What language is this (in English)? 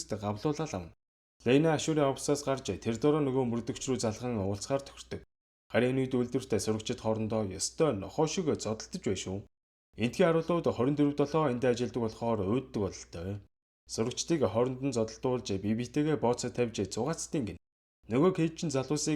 Mongolian